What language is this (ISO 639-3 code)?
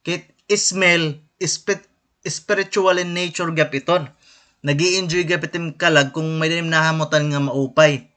war